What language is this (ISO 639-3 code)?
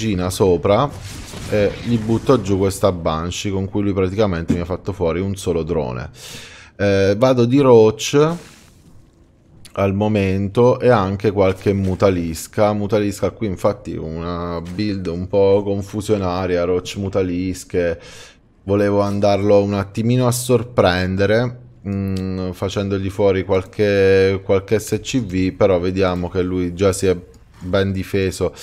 ita